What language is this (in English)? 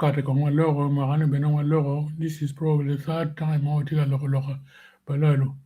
Acoli